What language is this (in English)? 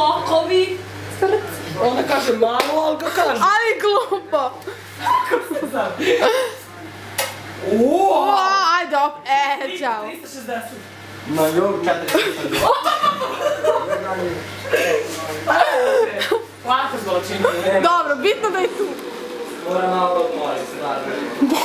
Croatian